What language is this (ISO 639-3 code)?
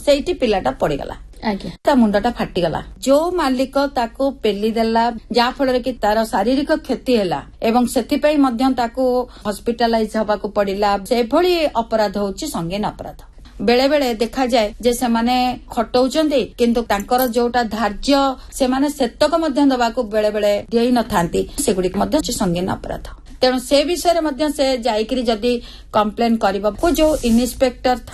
ori